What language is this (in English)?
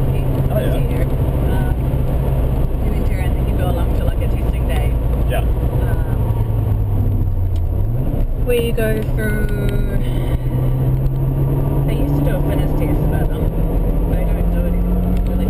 English